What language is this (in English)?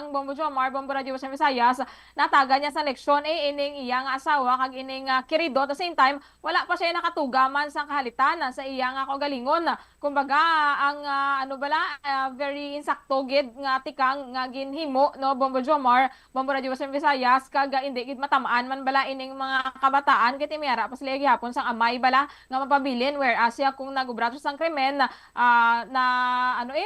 Hiligaynon